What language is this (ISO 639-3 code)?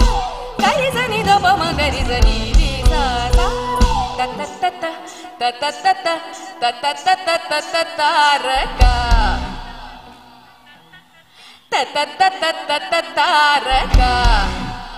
kan